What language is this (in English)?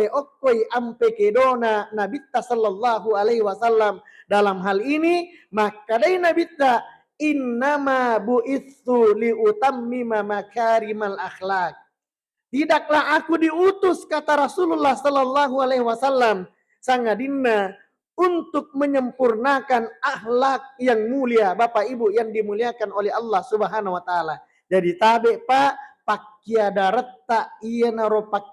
Buginese